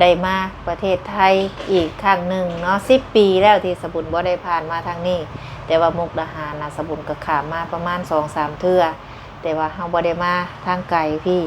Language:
Lao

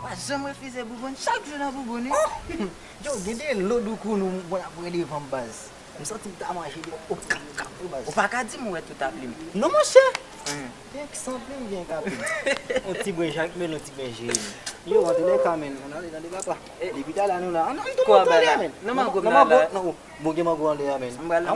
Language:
Haitian Creole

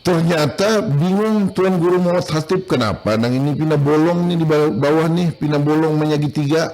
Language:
Banjar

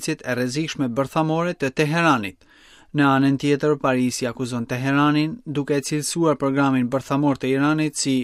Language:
Albanian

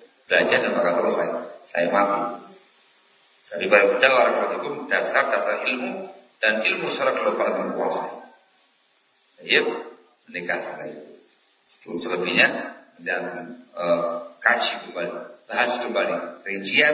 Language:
Indonesian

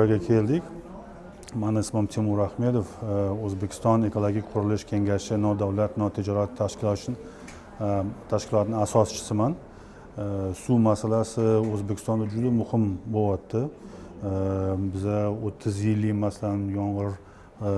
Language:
Uzbek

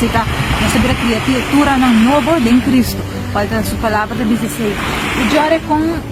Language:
Papiamento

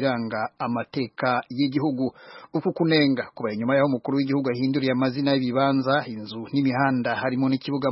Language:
Kinyarwanda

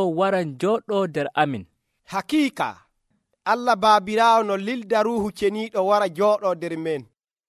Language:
Nigerian Fulfulde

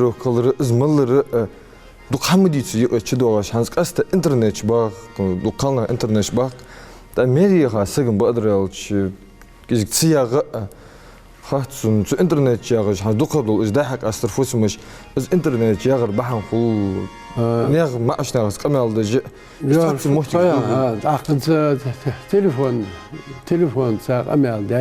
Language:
Ingush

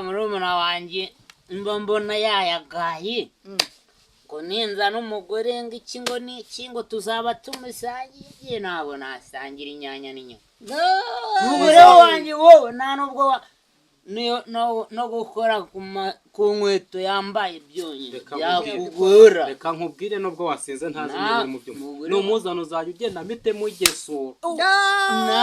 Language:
Kinyarwanda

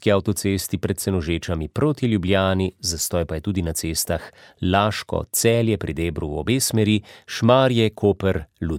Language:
Slovenian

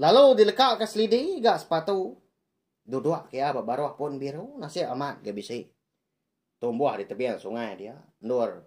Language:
Iban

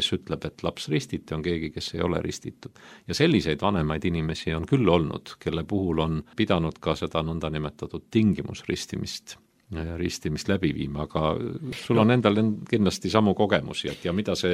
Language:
Estonian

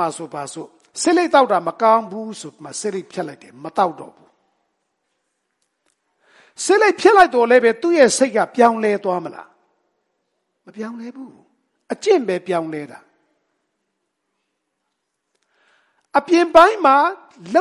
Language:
Burmese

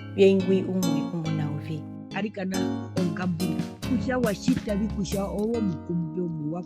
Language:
Herero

